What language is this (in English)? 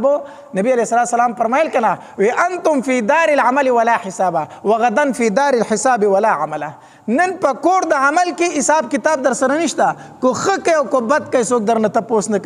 Pashto